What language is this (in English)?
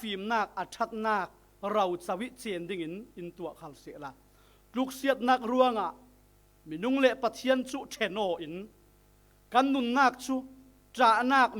Falam Chin